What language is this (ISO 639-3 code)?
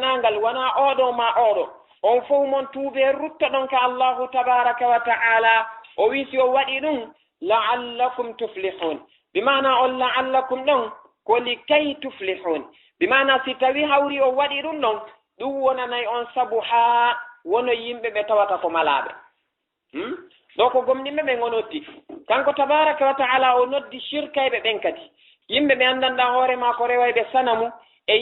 ful